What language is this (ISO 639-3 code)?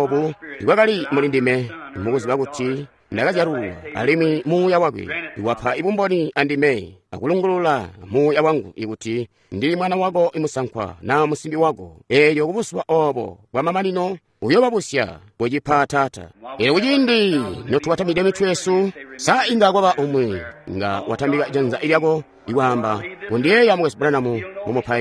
toi